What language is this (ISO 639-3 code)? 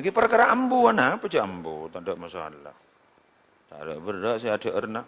mad